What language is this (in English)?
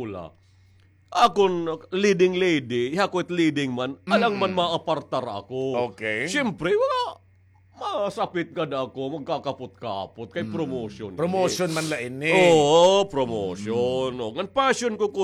Waray